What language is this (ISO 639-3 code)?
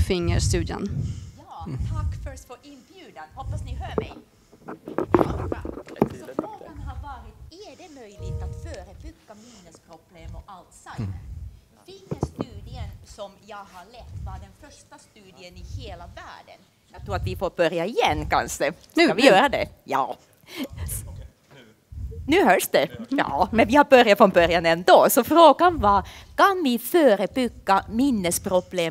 swe